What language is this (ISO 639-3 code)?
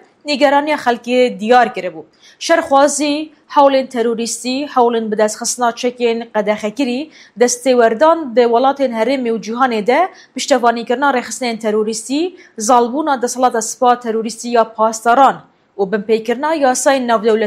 kur